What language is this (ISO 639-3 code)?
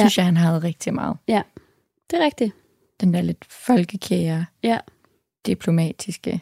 dan